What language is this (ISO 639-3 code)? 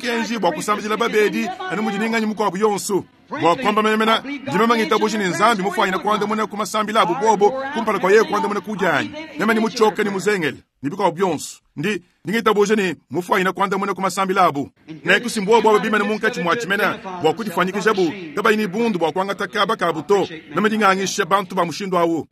lua